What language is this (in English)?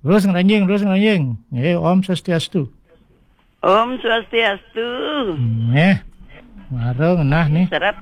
Balinese